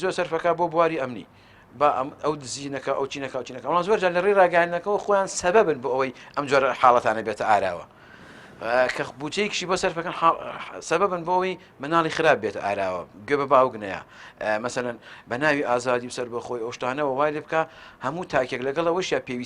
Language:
Central Kurdish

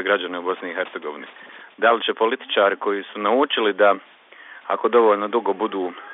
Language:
Bosnian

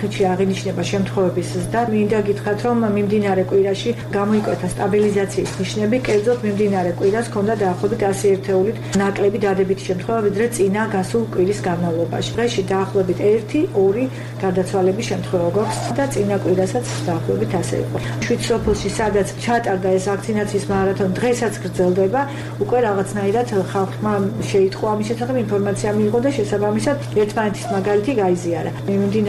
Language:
Georgian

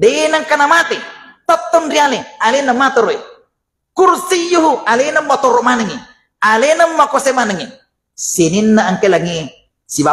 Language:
Buginese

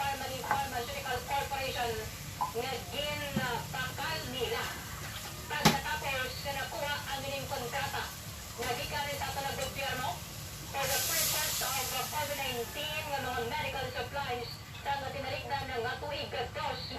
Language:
Hiligaynon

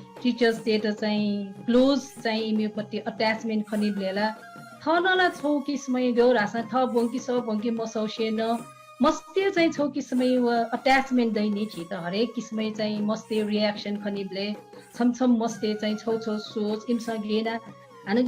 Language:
Newari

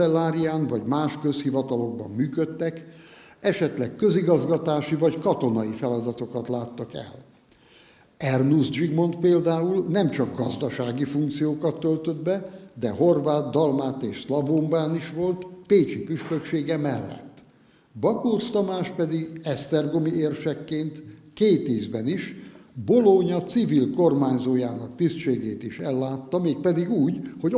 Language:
Hungarian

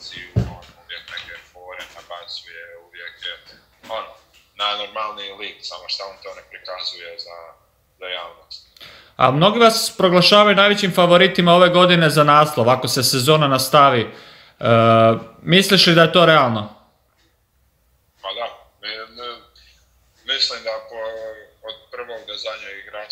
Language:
Croatian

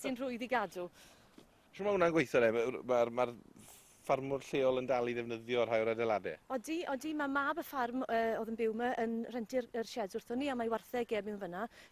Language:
Welsh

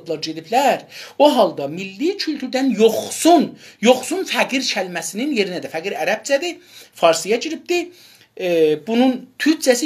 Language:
South Azerbaijani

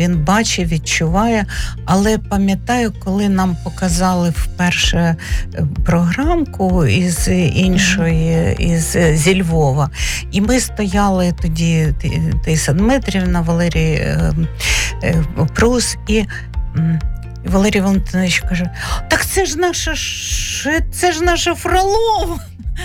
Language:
Ukrainian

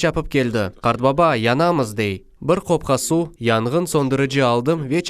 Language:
Crimean Tatar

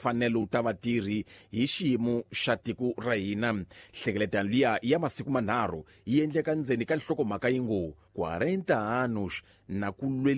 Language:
Tsonga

